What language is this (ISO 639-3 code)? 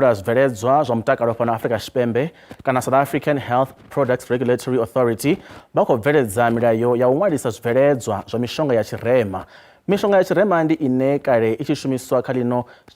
ven